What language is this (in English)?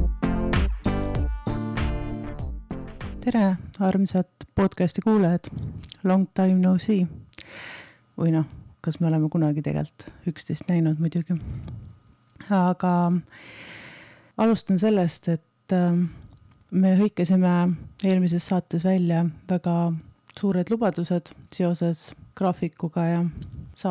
Estonian